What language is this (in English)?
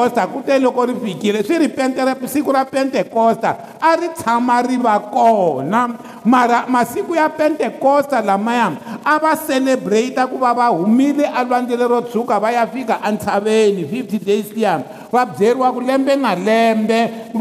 Tsonga